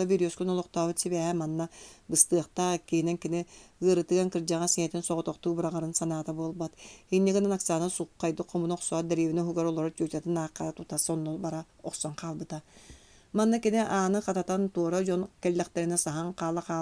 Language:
Yakut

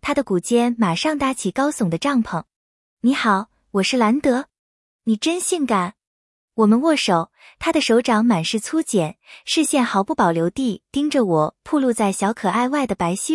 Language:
Chinese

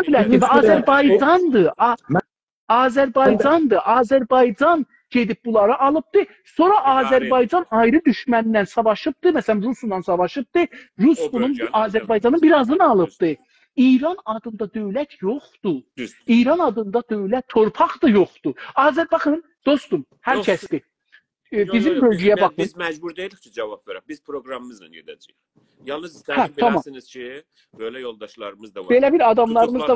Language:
South Azerbaijani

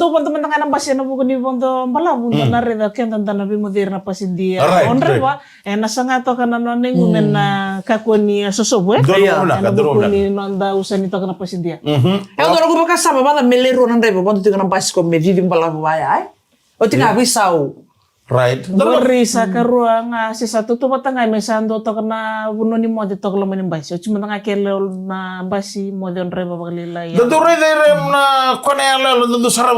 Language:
Fijian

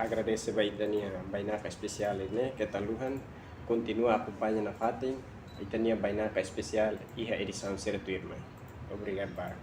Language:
Tetum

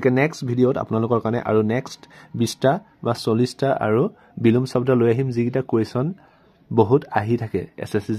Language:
Assamese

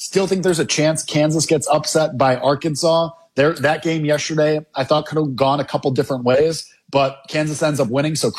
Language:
English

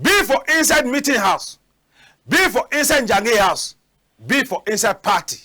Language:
Cameroon Pidgin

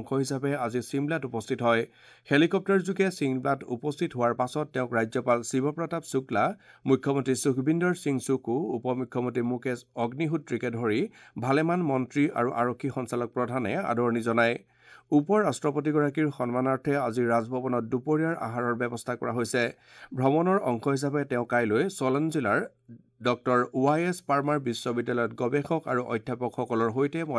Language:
Assamese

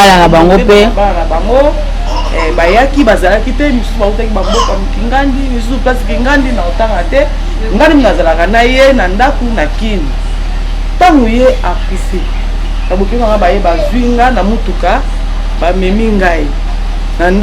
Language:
Lingala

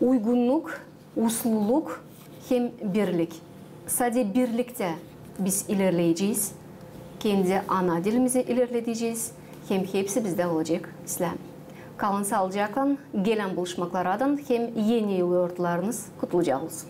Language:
Gagauz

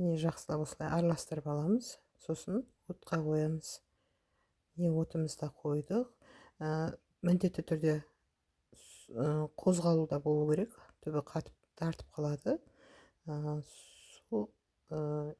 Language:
Kazakh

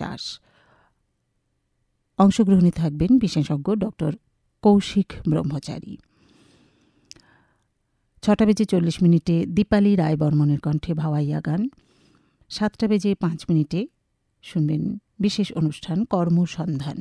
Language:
Bangla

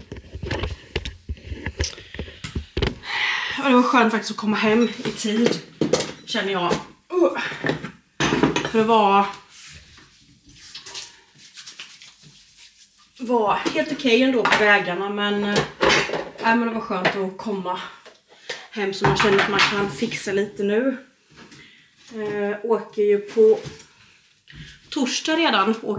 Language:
Swedish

